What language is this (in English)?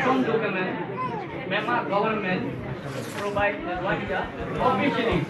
Rohingya